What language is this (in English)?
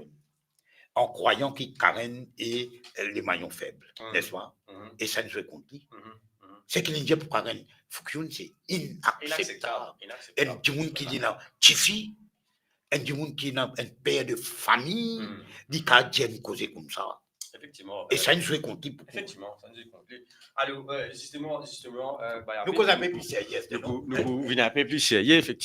Morisyen